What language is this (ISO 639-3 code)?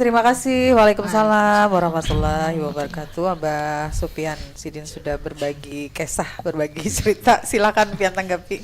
bjn